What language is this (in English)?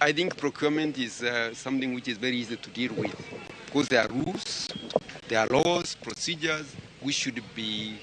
Luo (Kenya and Tanzania)